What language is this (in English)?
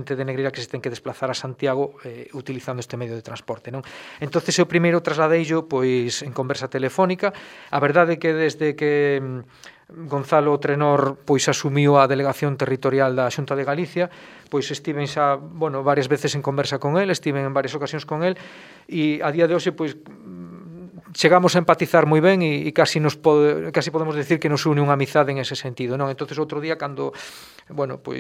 Galician